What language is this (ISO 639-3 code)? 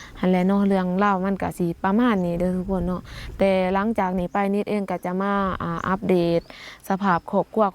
lao